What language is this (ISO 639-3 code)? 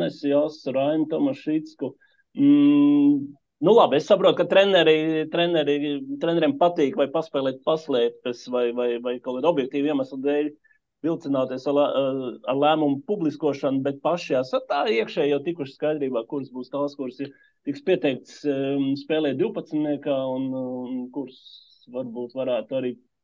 lav